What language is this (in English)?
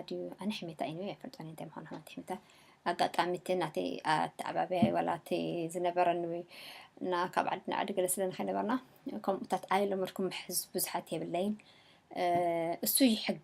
Tigrinya